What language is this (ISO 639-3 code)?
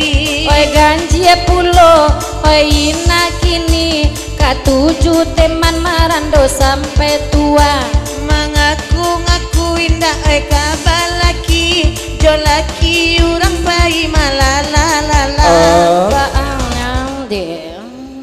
min